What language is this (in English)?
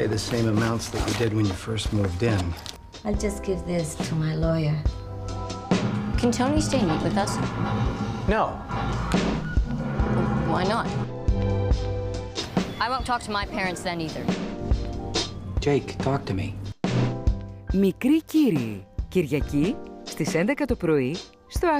Greek